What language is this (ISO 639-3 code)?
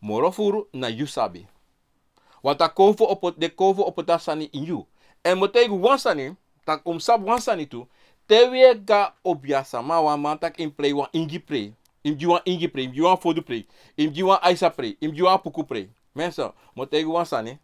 srn